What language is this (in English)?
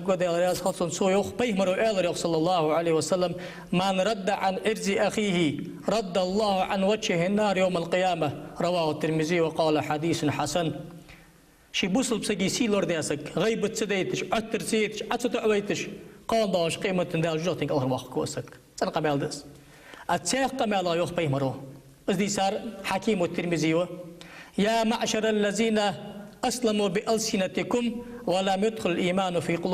Ingush